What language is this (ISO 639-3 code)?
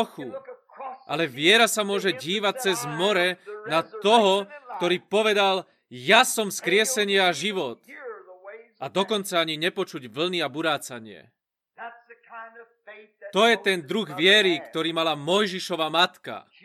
slk